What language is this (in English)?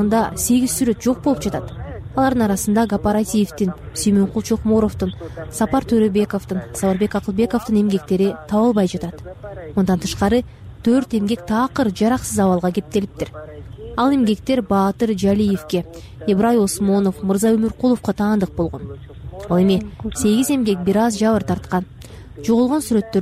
Kyrgyz